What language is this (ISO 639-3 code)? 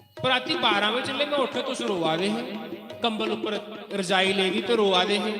doi